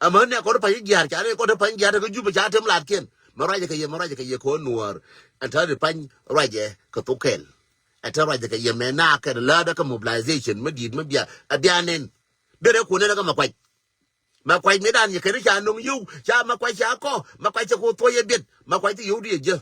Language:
Nuer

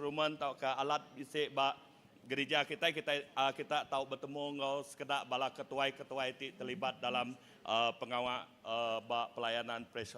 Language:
Iban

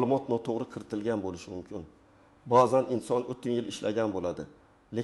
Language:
Uzbek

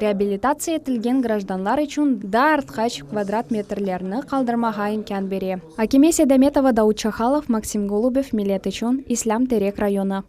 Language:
Crimean Tatar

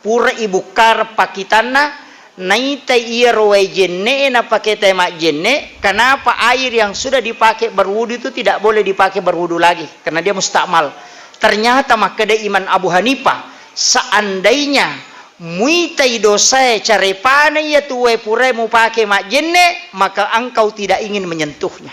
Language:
Buginese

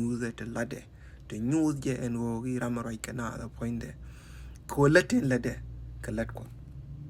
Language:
Nuer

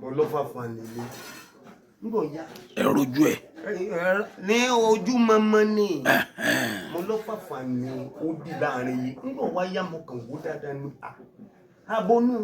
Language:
Yoruba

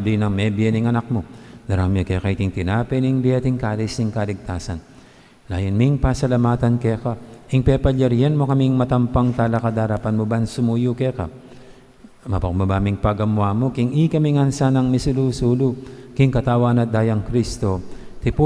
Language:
Pampanga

